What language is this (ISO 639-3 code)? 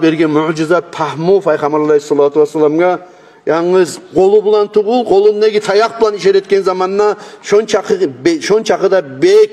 kum